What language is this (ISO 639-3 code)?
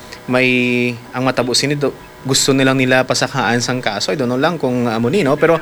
hil